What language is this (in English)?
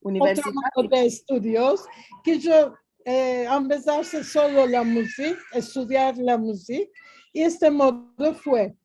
Ladino